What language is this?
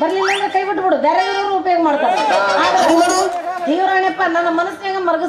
Kannada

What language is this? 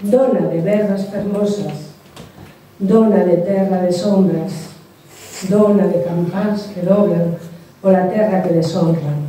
Galician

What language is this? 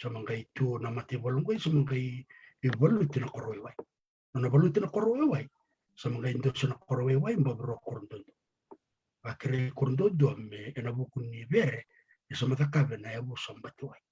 Fijian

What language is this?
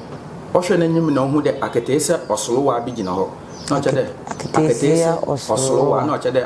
Akan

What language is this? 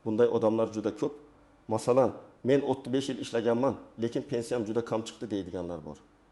Uzbek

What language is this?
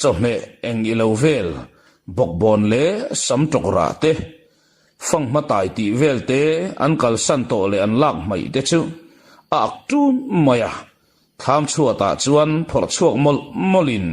Mizo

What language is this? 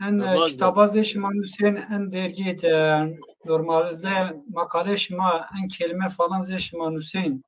Zaza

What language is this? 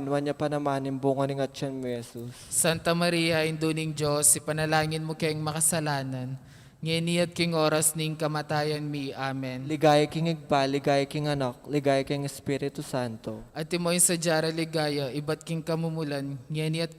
Pampanga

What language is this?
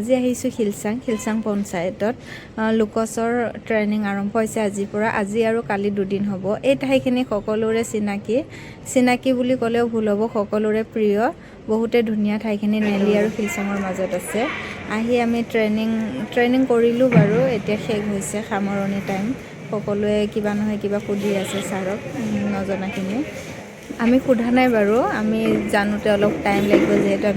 Assamese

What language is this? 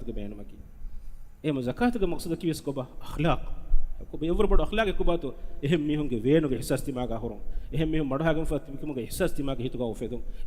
Divehi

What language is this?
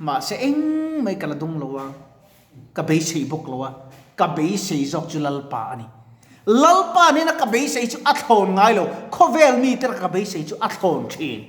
Mizo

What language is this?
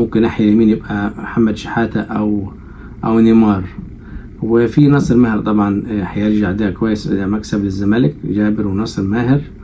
Egyptian Arabic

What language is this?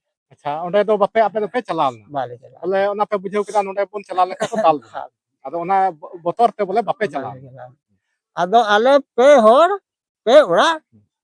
Santali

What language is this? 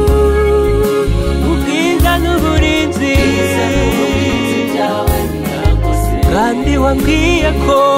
Kinyarwanda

